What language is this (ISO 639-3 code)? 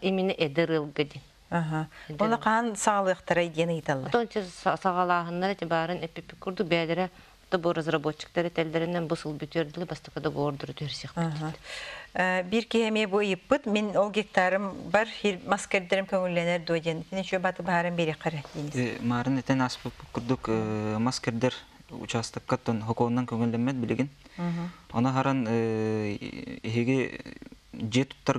sah